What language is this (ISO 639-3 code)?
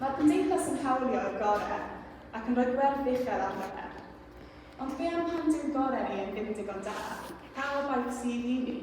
cym